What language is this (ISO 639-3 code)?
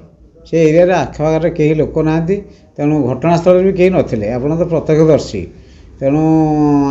ori